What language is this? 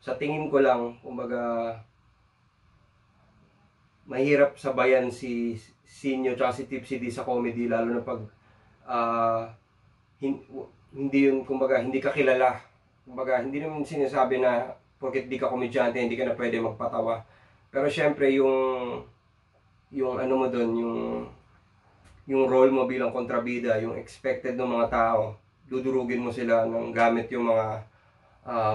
Filipino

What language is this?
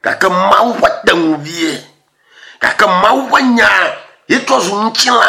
Ewe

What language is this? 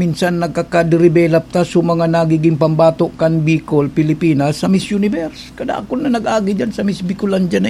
Bikol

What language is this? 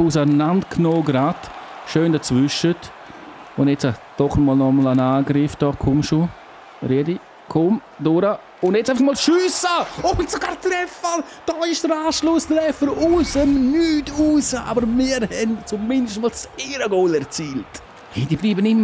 Swiss German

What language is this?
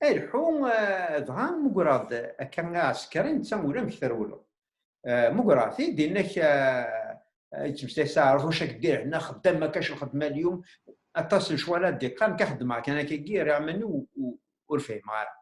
Kabyle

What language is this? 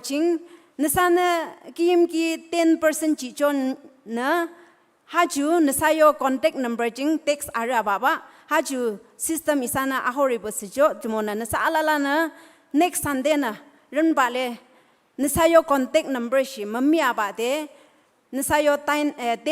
Naga Pidgin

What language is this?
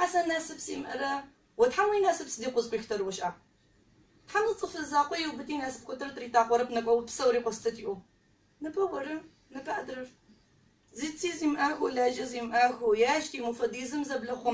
Adyghe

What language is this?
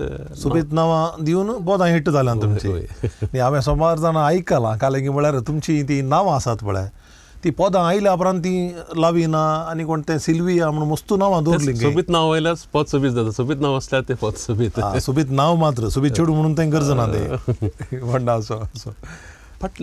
Konkani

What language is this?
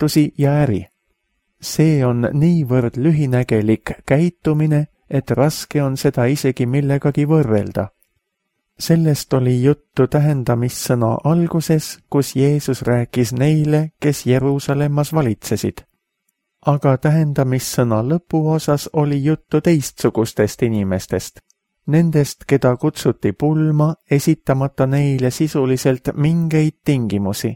Estonian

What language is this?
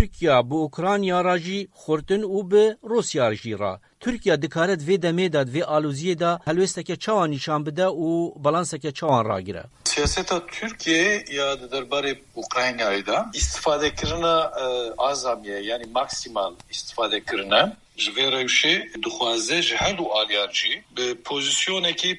Kurdish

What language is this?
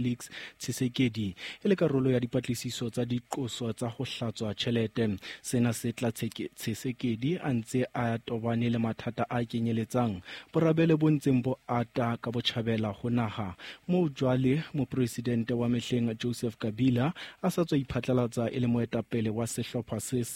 Southern Sotho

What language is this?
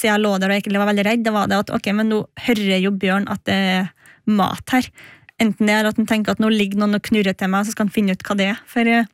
Norwegian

